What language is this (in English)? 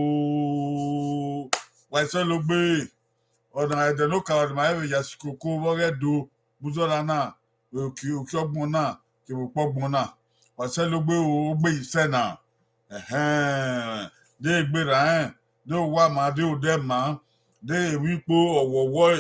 Bini